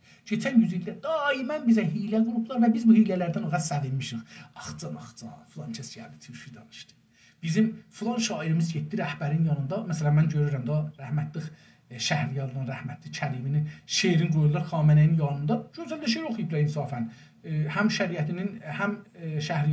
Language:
South Azerbaijani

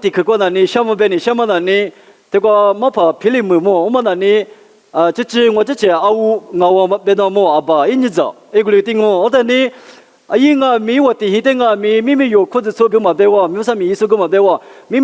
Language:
Lisu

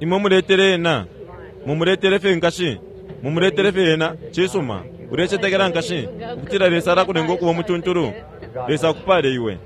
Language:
Bemba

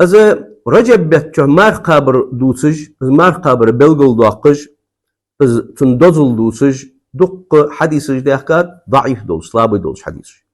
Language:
Ingush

